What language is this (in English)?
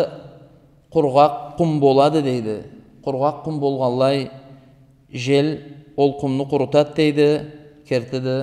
Karachay-Balkar